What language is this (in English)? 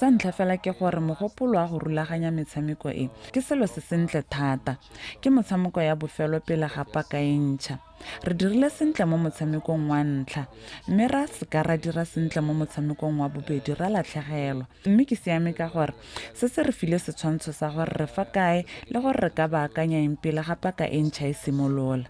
Tswana